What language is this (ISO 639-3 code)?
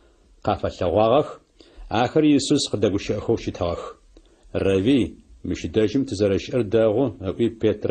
ady